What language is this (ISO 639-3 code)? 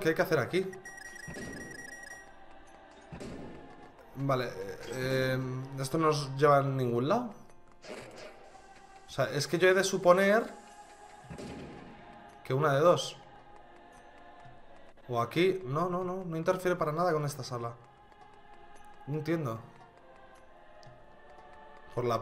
spa